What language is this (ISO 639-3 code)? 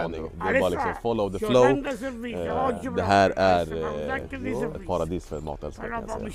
swe